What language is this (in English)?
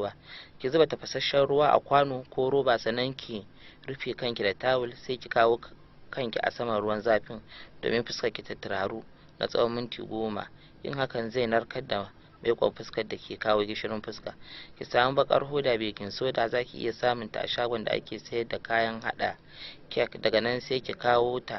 Hausa